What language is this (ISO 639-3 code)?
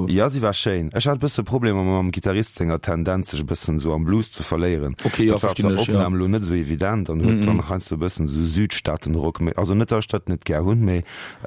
ltz